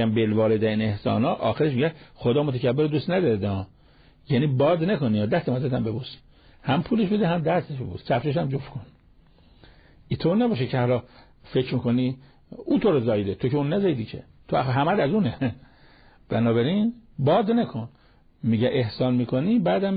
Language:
Persian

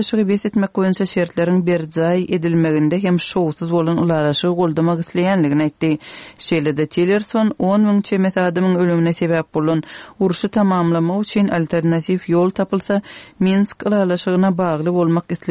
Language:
Turkmen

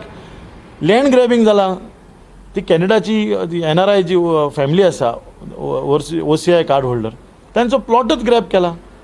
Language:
Konkani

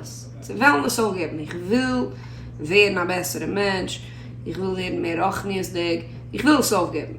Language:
Yiddish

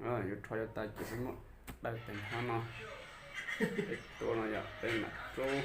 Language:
Hmong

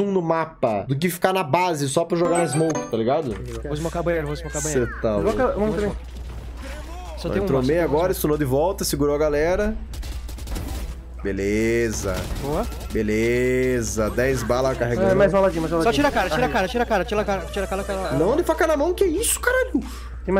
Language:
Portuguese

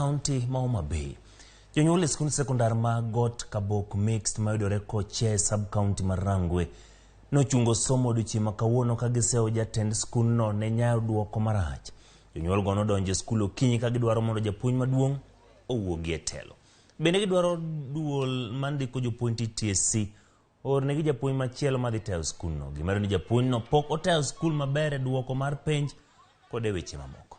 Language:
Luo (Kenya and Tanzania)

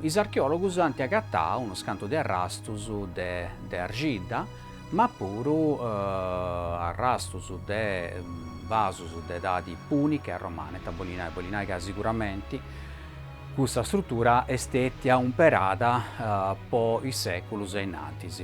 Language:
Sardinian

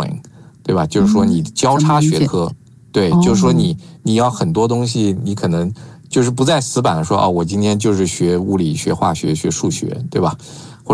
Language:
Chinese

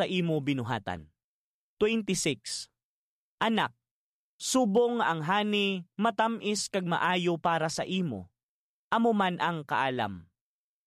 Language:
Hiligaynon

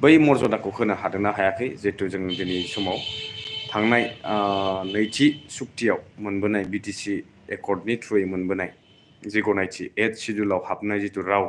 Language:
Bodo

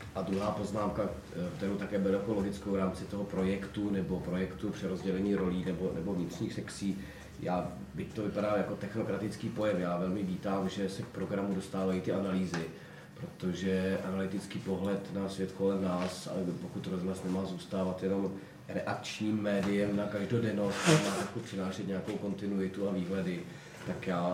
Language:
Czech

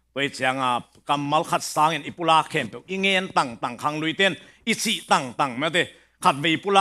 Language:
Tedim Chin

